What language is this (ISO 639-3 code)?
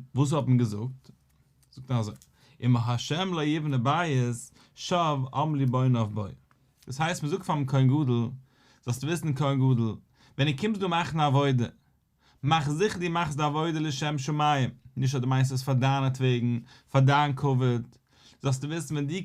yid